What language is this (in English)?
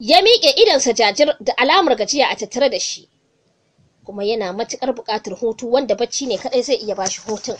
Hausa